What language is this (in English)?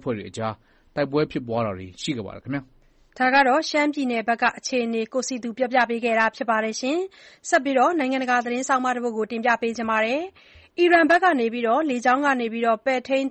Burmese